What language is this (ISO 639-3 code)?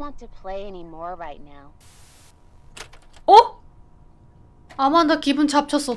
kor